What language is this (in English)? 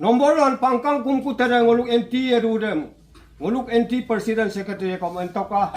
Adi